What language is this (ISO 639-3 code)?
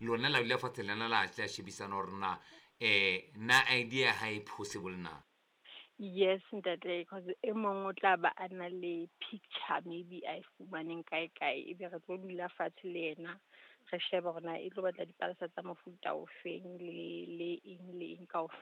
sot